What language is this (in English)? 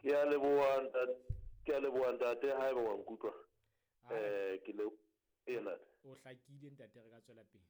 Southern Sotho